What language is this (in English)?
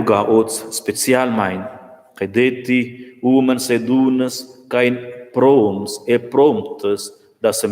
Romansh